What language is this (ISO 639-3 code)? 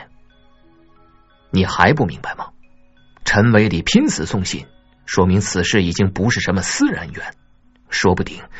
zho